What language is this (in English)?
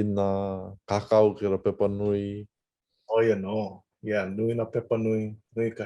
Hawaiian